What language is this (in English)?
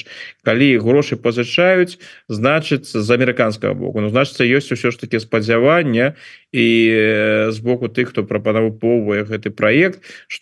Belarusian